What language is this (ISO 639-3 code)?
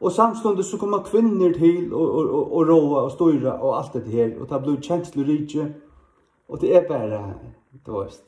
fao